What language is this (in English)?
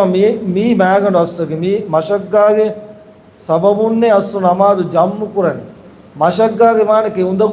Divehi